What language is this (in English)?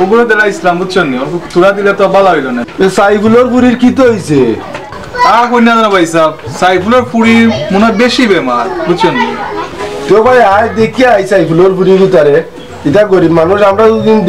Sylheti